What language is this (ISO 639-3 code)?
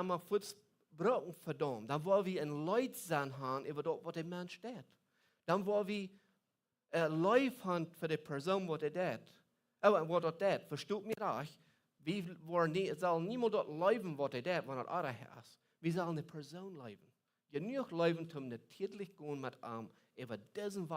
pdt